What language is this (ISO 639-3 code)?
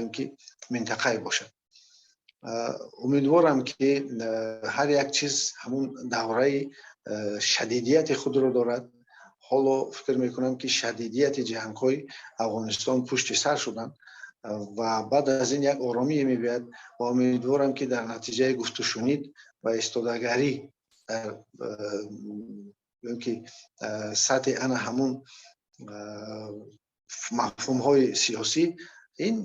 fas